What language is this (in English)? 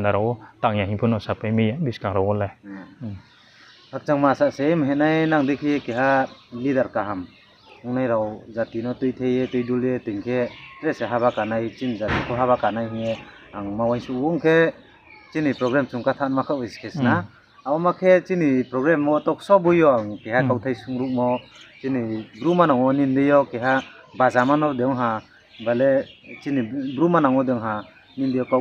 Riang (India)